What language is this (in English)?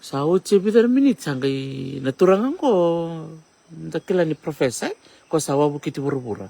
Fijian